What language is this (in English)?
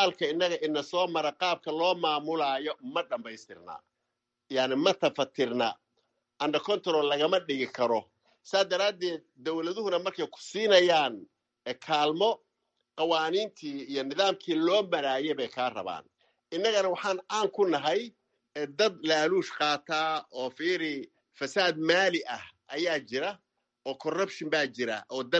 Somali